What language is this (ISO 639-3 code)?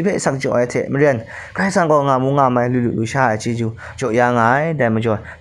kac